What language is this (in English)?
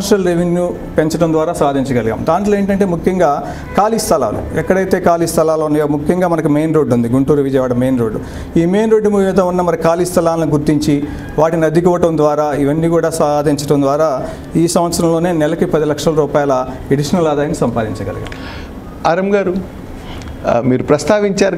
Telugu